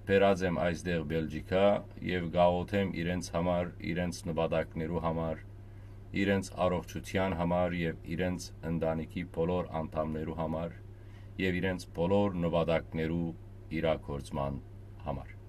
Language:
Western Armenian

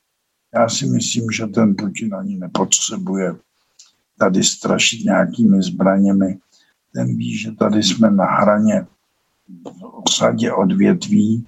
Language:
Czech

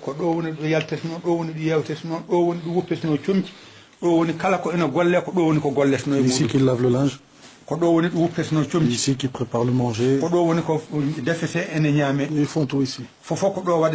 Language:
Fula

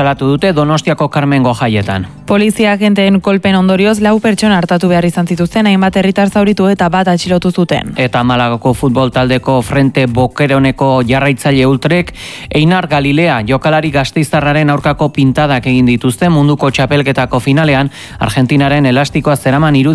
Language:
Basque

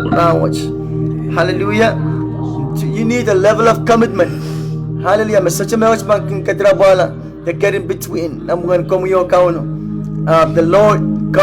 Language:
Pohnpeian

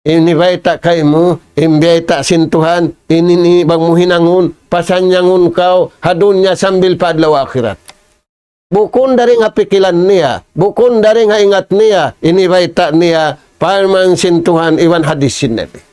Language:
Tausug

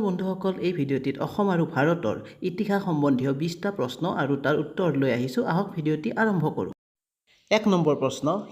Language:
Assamese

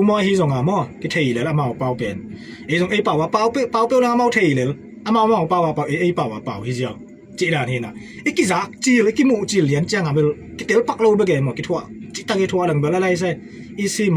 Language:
Tedim Chin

